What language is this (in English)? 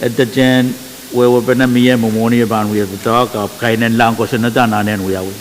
Pohnpeian